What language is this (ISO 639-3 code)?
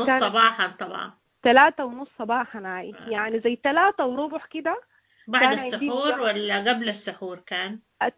apd